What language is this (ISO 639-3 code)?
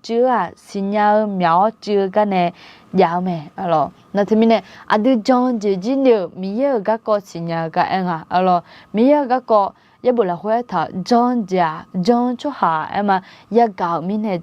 ahk